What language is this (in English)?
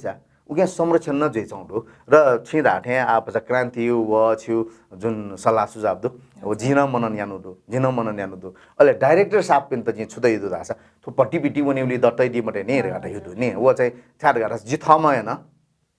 Newari